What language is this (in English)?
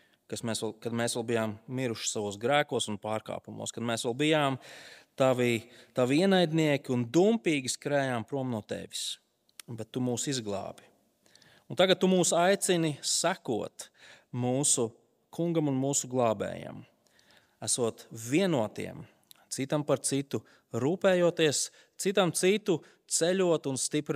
Latvian